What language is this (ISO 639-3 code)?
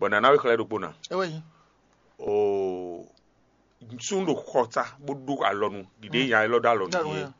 fon